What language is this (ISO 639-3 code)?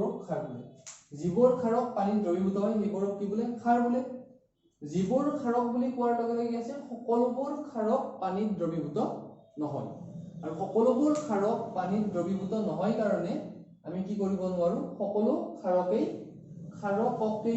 asm